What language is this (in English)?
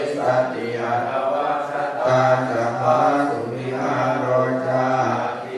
Pali